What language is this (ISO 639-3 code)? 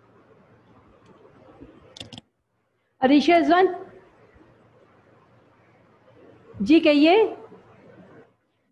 urd